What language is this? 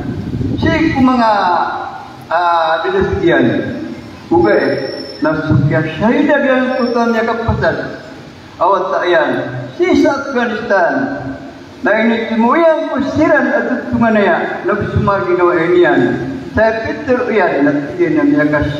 Maranao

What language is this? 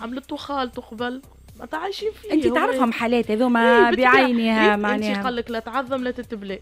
Tunisian Arabic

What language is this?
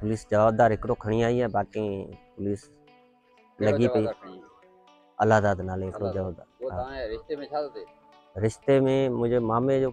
Sindhi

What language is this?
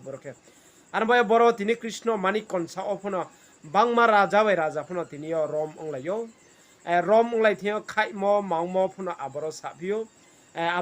Riang (India)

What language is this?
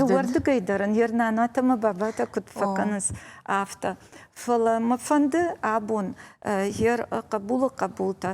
Ossetic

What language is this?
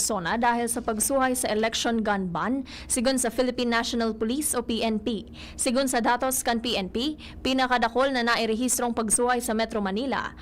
Bikol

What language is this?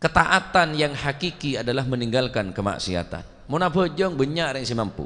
Madurese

